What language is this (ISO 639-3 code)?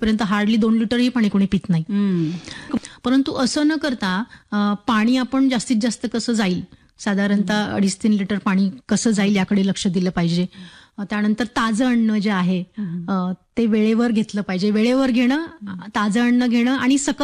mar